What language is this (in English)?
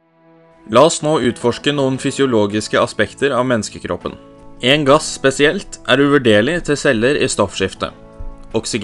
Norwegian